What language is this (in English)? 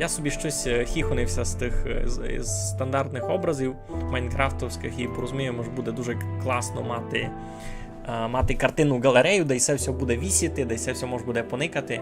Rusyn